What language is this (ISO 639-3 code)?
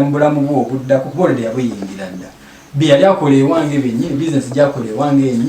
lug